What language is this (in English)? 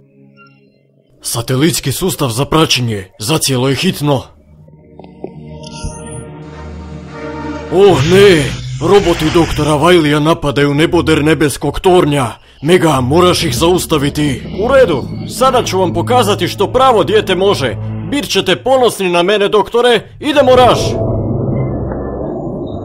Croatian